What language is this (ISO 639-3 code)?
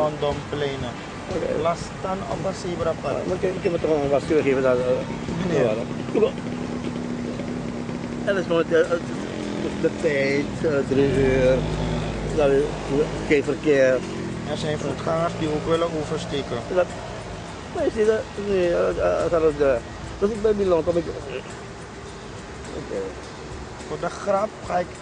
nld